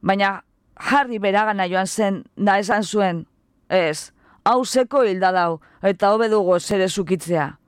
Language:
Basque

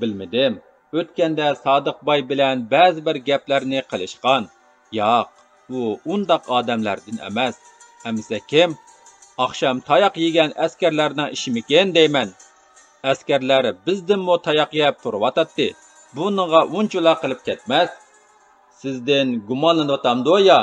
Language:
Uyghur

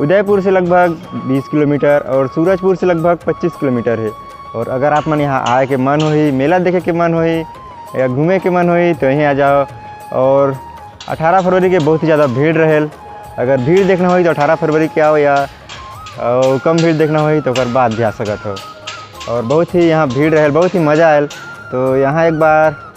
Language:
Chhattisgarhi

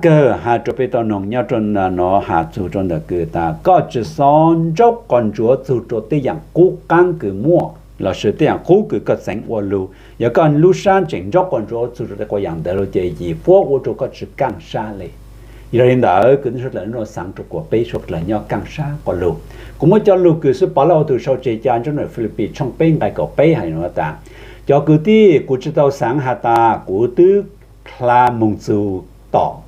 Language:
Hmong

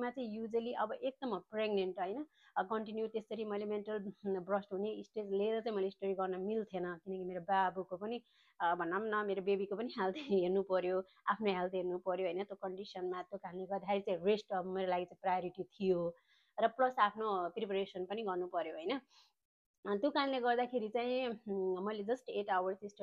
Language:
Nepali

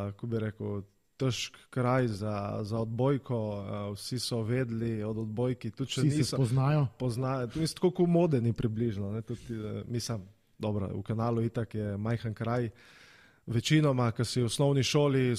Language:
Slovenian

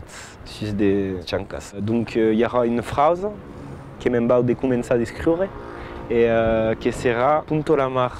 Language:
Occitan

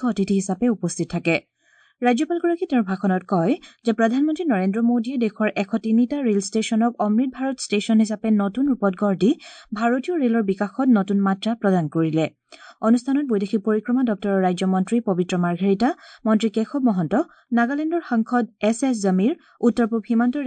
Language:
Assamese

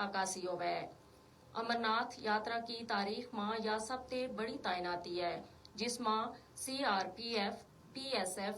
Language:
Gujari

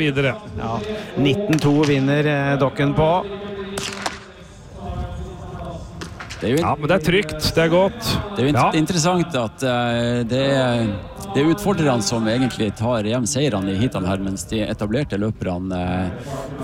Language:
Norwegian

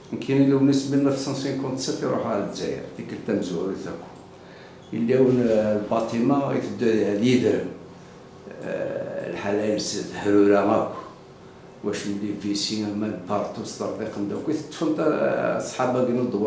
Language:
Kabyle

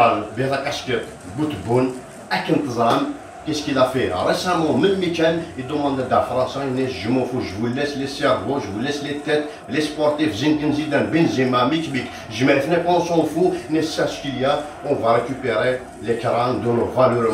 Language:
Kabyle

